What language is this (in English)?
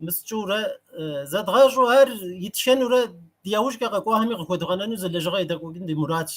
Kabardian